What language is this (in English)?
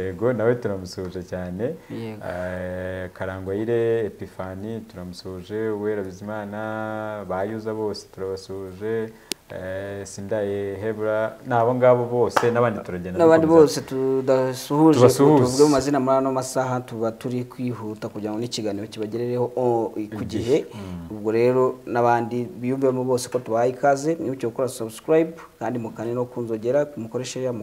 Kinyarwanda